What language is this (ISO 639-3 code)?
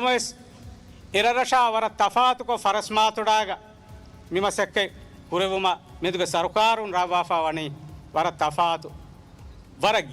div